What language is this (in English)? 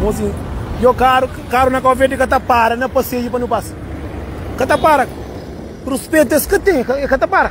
Kabuverdianu